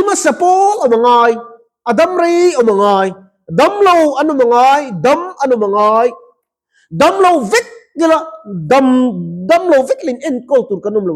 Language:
Mizo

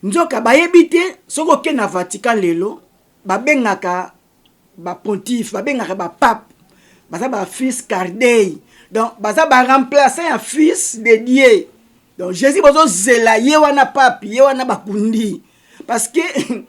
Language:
Lingala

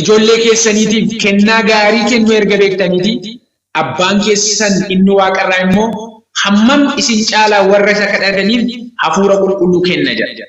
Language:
Oromo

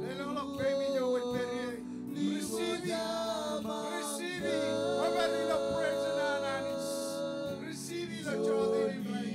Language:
Marshallese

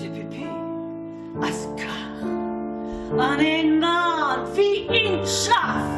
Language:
Luxembourgish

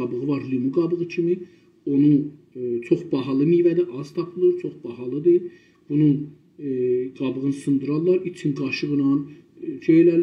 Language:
South Azerbaijani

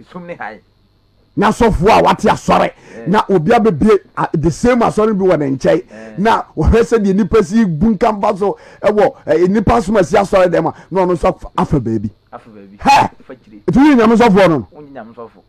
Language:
Akan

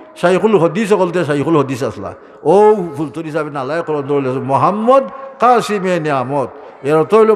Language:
Sylheti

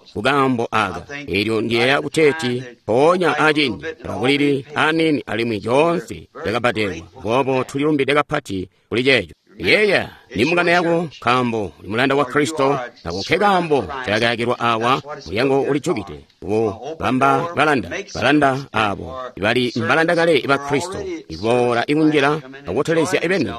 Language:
Tonga (Zambia)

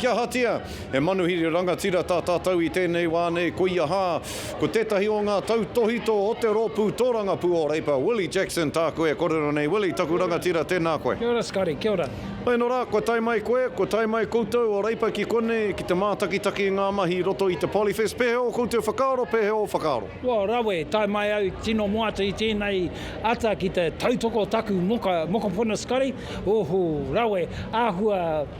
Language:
Māori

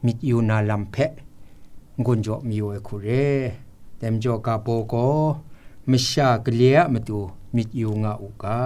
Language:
Kachin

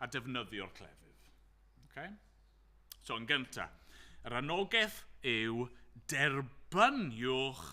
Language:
Welsh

